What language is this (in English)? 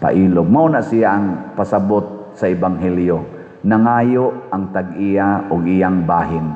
Cebuano